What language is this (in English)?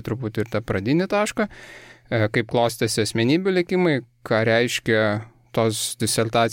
Lithuanian